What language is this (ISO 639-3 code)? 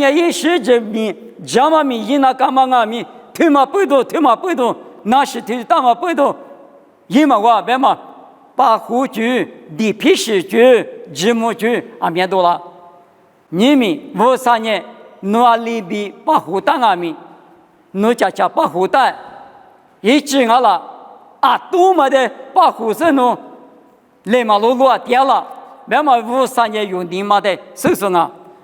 lis